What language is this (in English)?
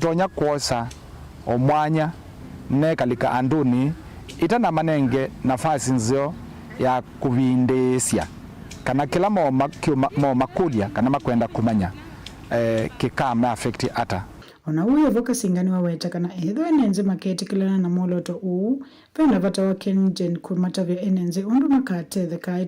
Kamba